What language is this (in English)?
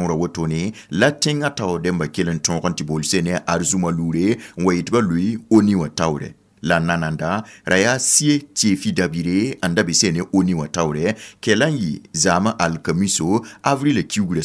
Mossi